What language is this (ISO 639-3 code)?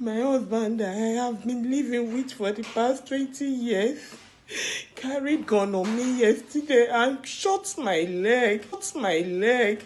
pcm